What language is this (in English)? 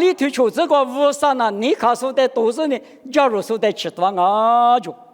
Lisu